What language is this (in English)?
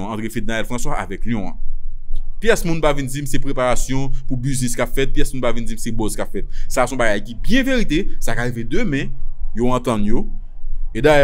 Haitian Creole